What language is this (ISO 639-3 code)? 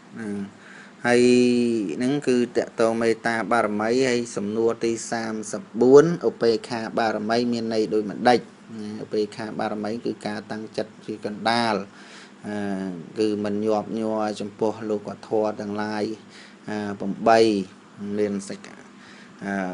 khm